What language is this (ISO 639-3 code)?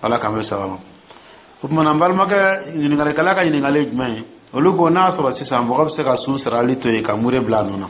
dyu